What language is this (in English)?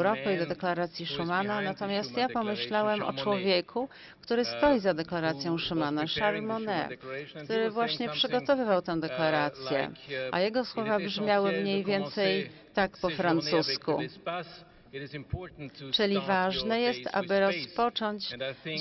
Polish